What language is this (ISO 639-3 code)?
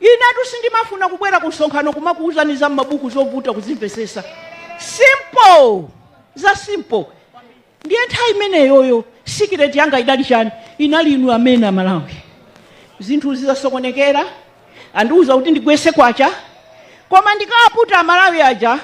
nya